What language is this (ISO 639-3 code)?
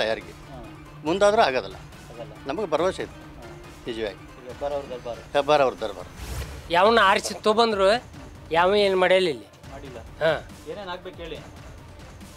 kan